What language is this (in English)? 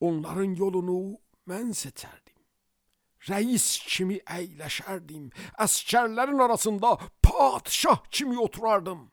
Azerbaijani